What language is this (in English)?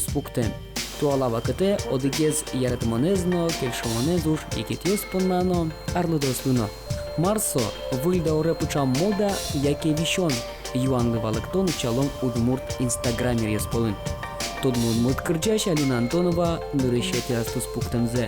Udmurt